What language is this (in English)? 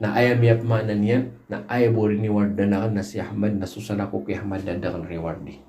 Maranao